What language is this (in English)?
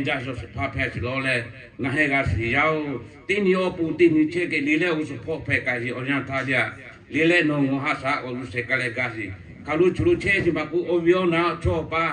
Lahu